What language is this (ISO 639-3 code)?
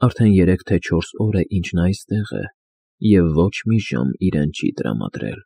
hye